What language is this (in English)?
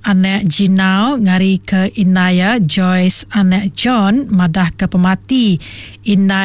Iban